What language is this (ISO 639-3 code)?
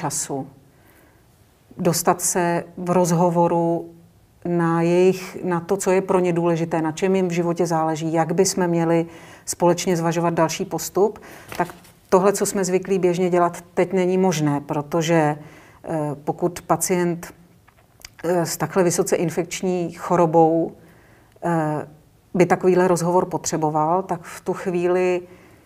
ces